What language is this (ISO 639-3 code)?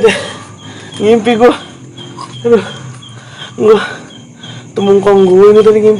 bew